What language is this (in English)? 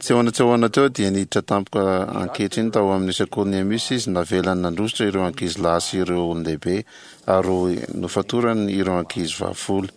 Malagasy